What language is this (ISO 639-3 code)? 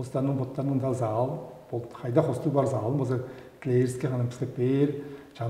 tyv